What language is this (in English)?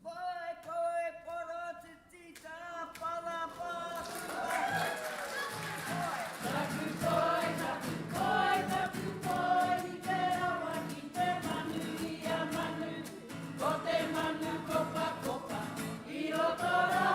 Māori